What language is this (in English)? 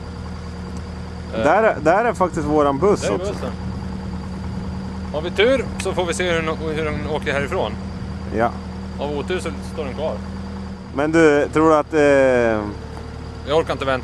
Swedish